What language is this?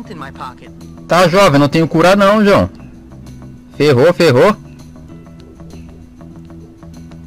Portuguese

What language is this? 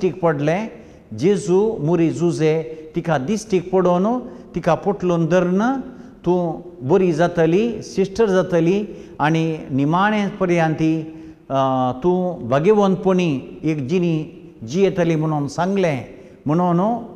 Konkani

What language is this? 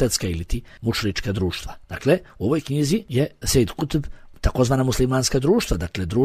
Bosnian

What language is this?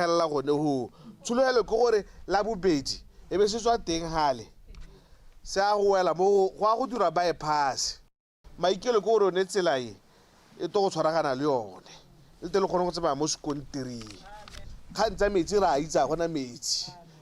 Tswana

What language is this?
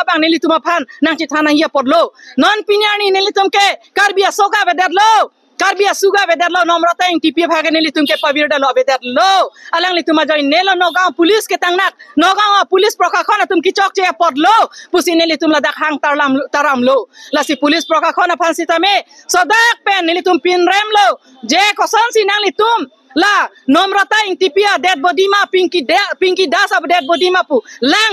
Karbi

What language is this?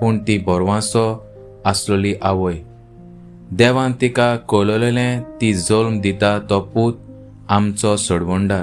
Konkani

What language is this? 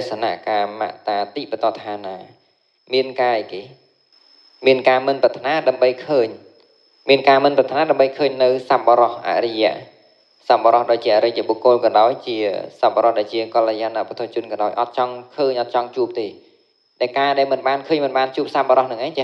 Khmer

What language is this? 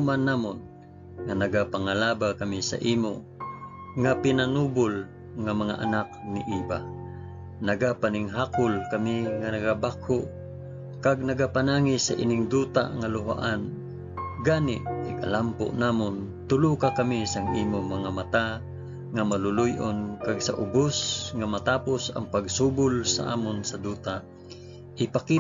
Hiligaynon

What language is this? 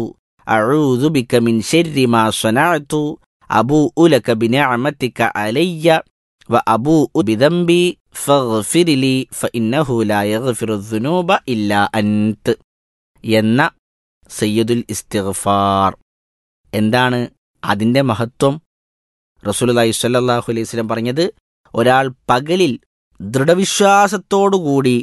Malayalam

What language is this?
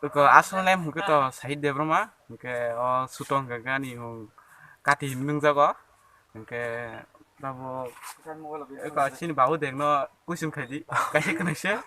Kok Borok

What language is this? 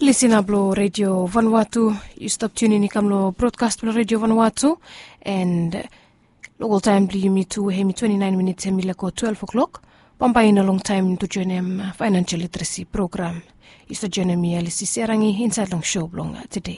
Bislama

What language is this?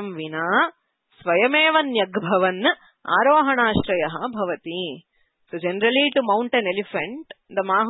Sanskrit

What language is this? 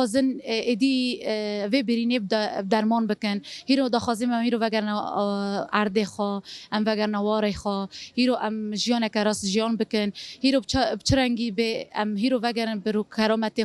Kurdish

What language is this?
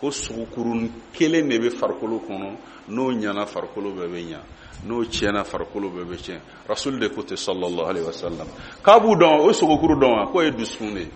Bambara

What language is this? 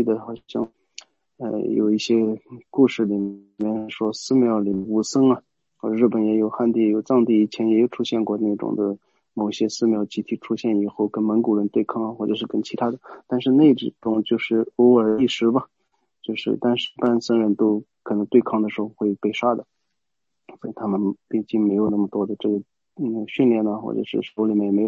Chinese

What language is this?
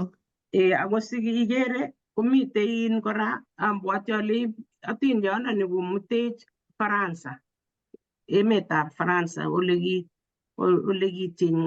Kalenjin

